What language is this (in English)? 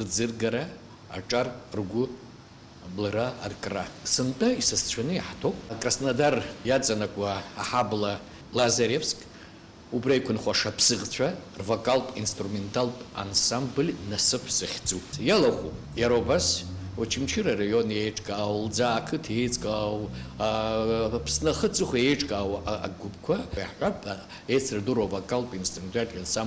Abkhazian